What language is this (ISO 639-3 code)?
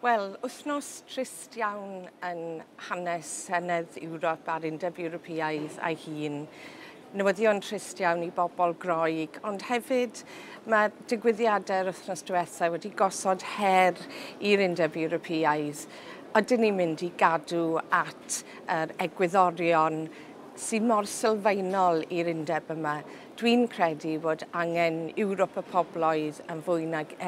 cym